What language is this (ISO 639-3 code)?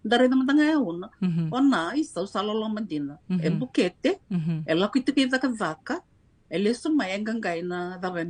fij